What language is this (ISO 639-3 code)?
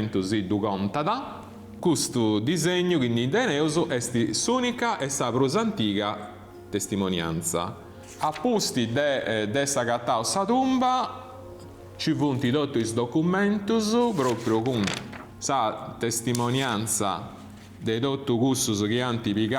srd